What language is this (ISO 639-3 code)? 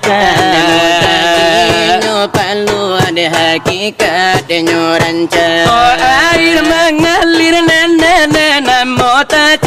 min